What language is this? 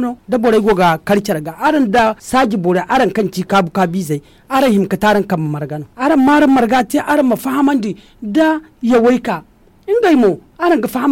Zarma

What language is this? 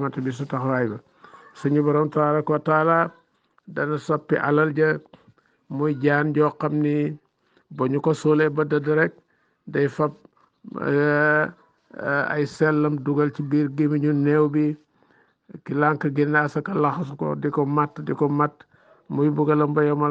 Wolof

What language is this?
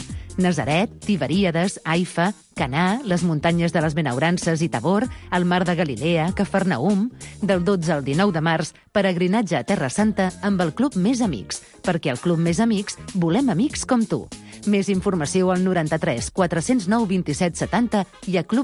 Catalan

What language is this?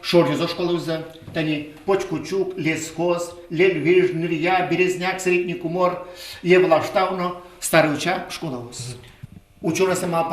Udmurt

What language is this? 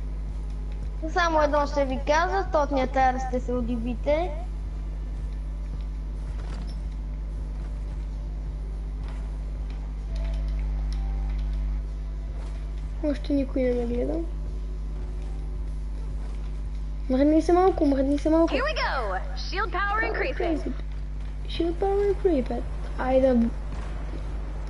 Bulgarian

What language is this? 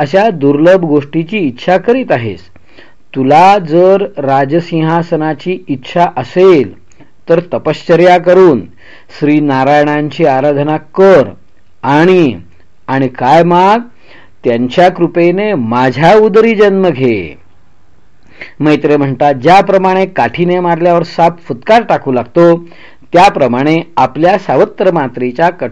Marathi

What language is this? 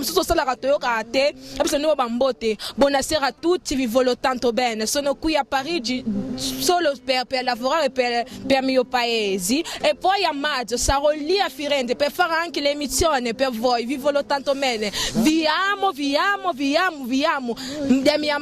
Lingala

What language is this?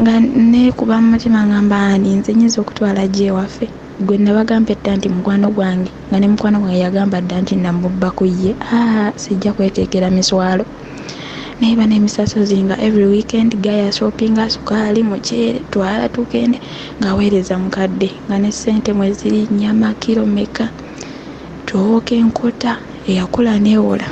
Ganda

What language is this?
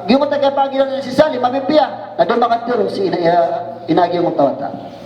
Maranao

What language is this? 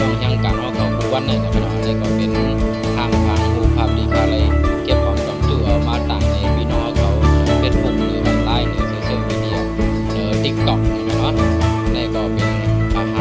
Shan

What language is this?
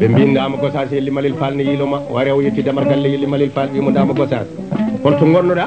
Fula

